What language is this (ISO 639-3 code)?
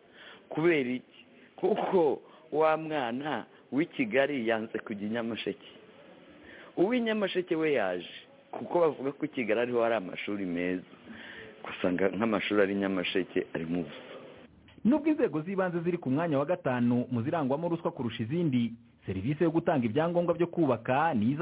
kin